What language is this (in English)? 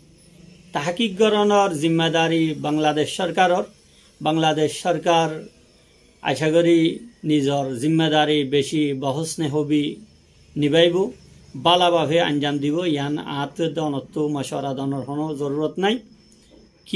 Rohingya